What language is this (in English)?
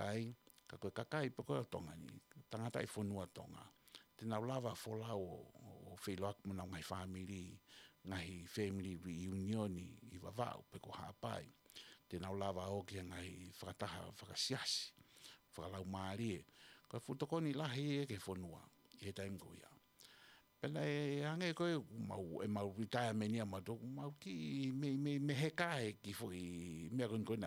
Tongan